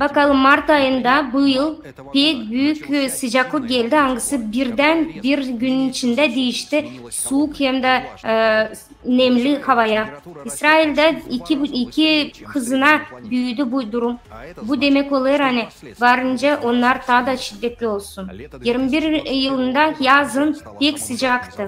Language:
Gagauz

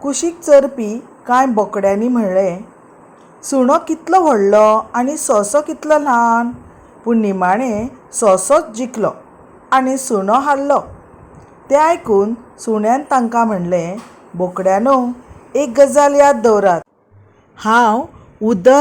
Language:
Konkani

